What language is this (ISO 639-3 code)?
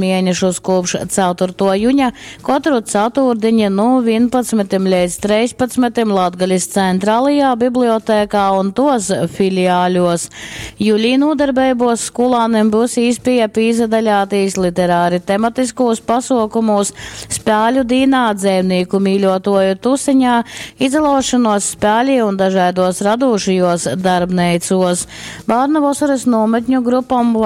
ltg